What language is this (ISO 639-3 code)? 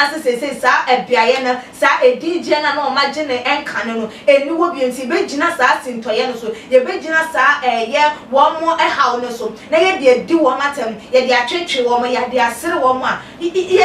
aka